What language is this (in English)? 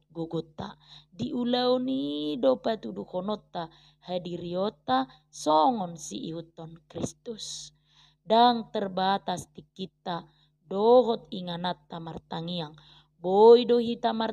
Batak Toba